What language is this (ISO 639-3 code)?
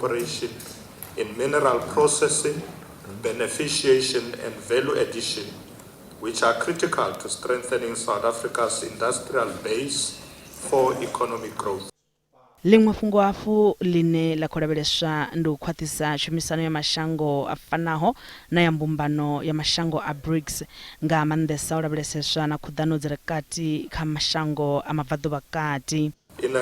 ven